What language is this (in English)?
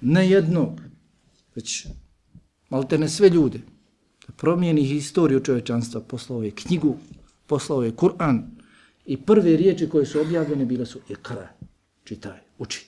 Bosnian